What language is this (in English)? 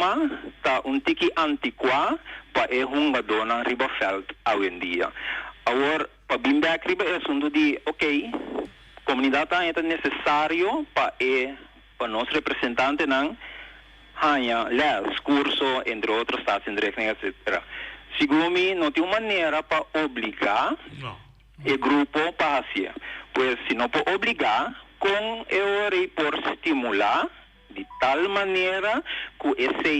Papiamento